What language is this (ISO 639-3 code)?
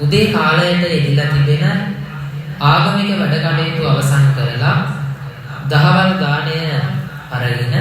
sin